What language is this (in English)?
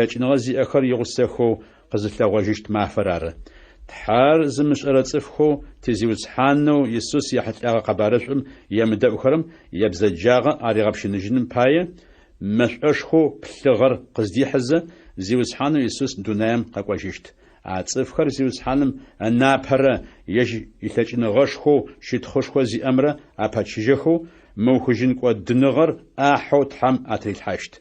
Adyghe